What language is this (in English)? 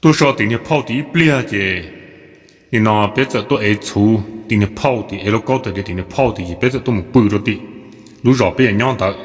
Hmong